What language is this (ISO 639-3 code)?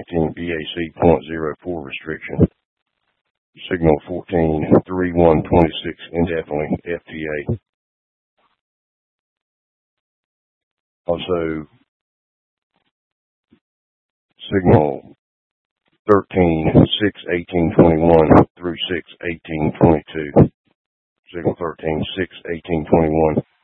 eng